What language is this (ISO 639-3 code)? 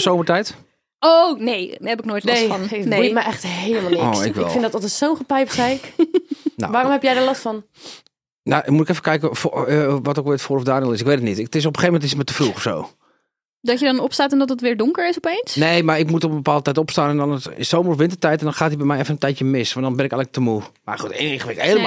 nld